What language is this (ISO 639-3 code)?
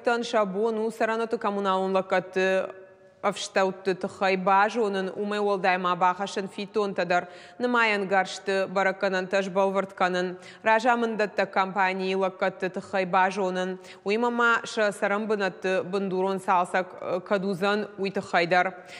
oss